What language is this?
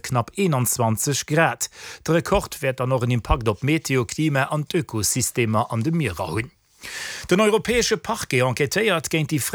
Luxembourgish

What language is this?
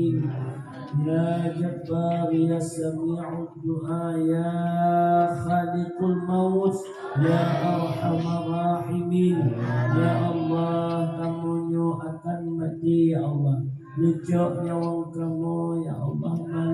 Achinese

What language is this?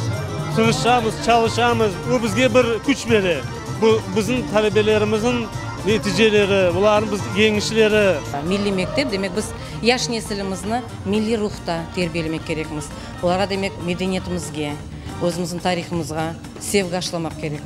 Crimean Tatar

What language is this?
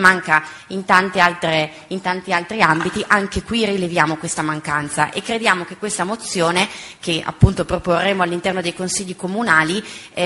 Italian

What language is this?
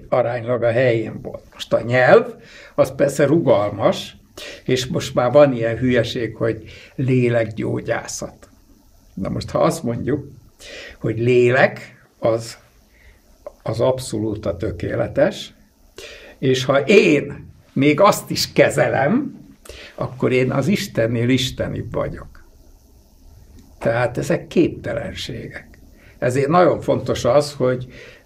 Hungarian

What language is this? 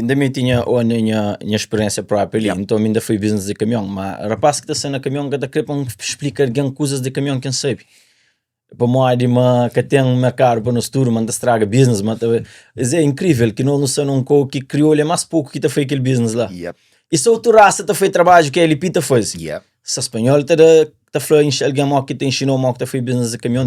Kabuverdianu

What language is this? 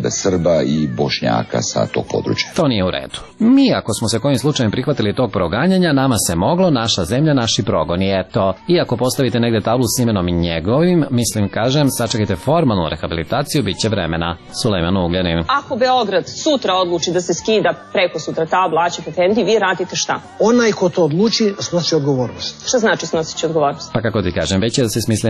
Serbian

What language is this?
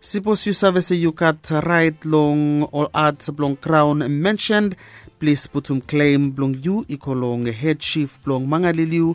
Bislama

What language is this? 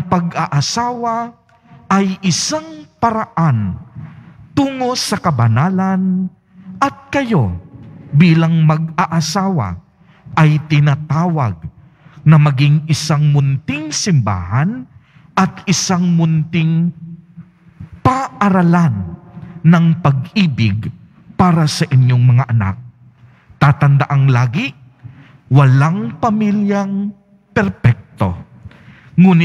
Filipino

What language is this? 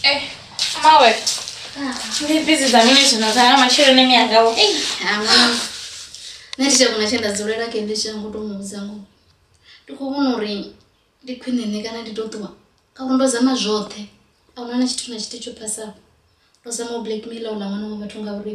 Venda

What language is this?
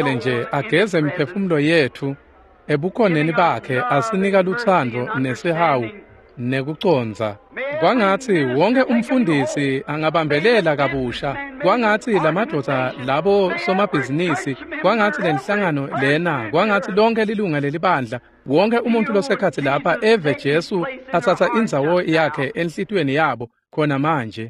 Swati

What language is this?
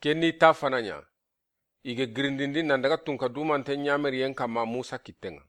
Soninke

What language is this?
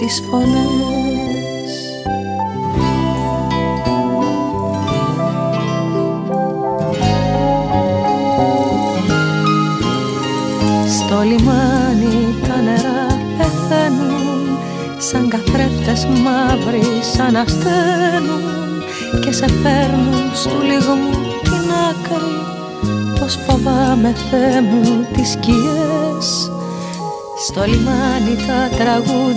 Greek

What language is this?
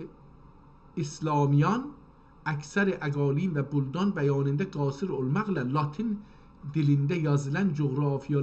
South Azerbaijani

